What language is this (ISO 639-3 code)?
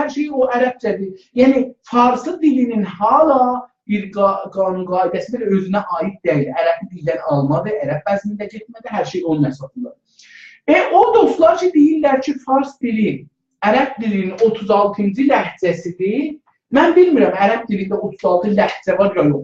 azb